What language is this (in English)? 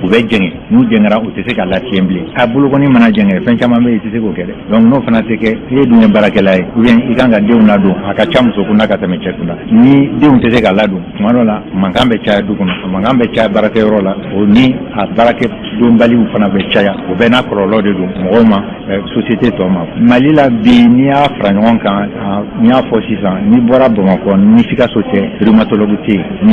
Bambara